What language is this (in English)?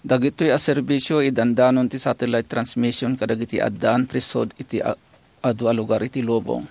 Iloko